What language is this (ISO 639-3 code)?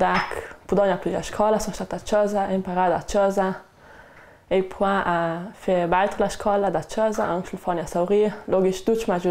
lld